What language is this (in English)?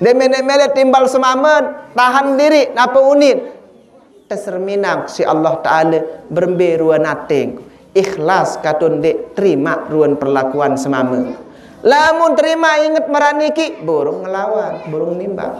Sasak